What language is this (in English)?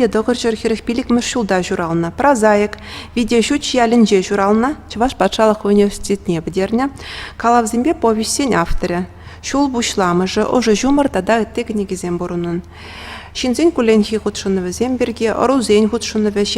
Chuvash